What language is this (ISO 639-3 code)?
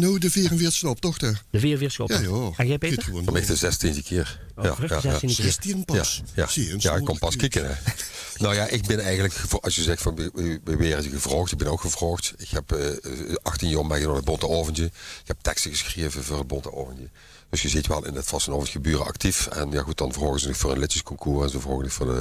lim